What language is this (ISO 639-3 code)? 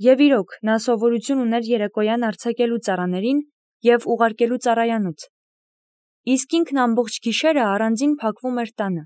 hye